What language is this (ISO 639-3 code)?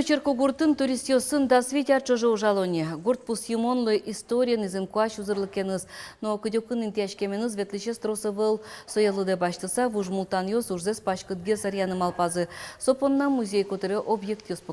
udm